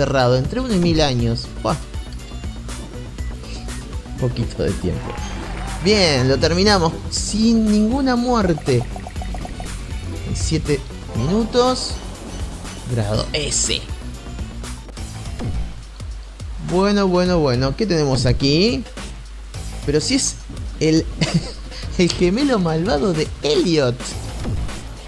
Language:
Spanish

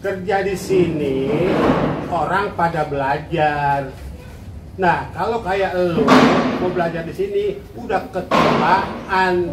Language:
Betawi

